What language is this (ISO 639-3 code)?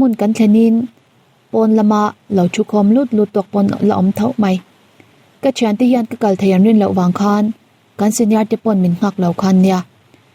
lus